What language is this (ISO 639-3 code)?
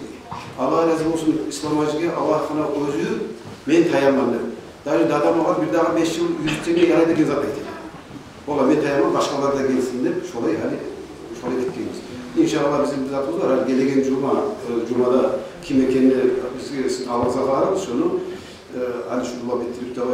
kum